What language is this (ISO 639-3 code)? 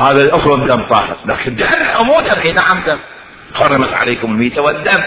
acm